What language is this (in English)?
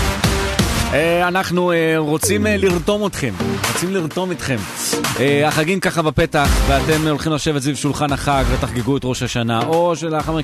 Hebrew